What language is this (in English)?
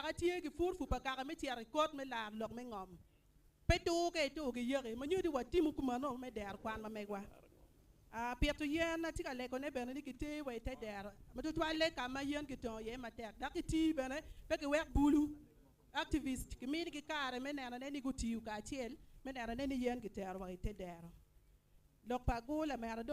Acoli